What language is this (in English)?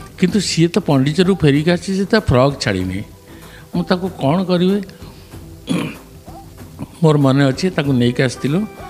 Odia